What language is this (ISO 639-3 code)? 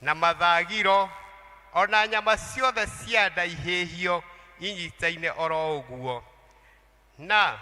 kik